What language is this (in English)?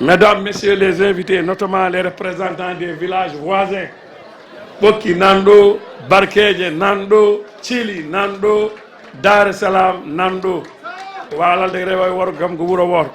Fula